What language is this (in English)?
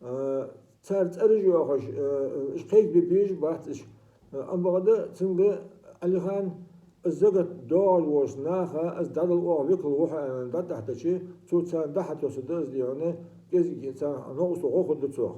Ingush